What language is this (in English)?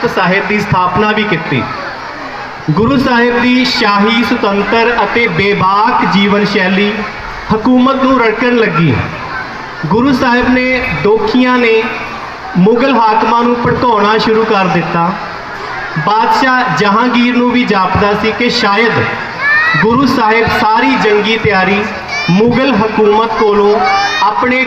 Punjabi